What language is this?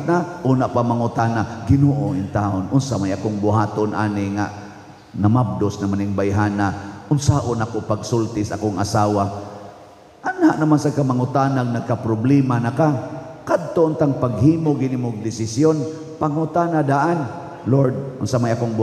Cebuano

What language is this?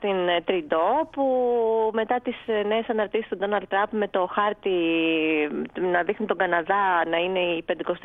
Greek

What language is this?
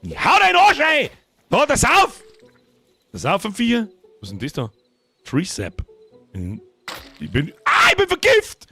Bavarian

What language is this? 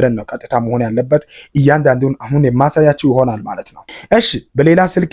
Amharic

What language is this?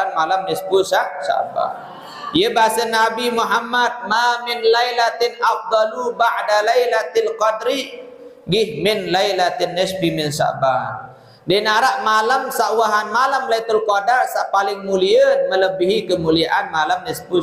Sasak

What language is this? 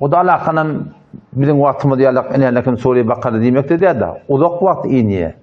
Turkmen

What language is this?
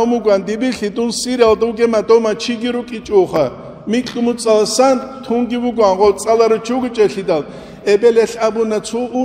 Avaric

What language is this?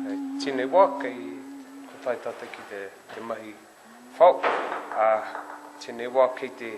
Māori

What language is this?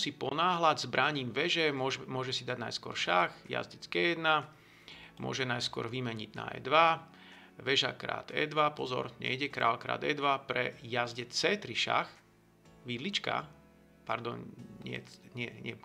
Slovak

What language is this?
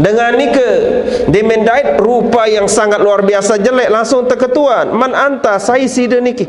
Sasak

